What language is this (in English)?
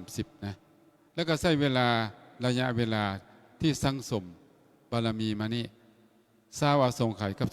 Lao